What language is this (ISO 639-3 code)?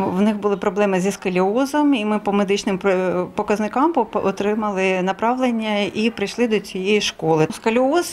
ukr